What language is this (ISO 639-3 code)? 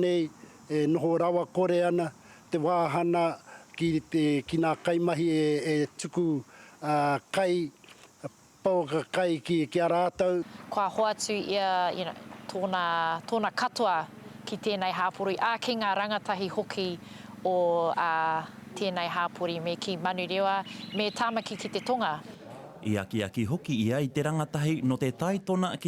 mri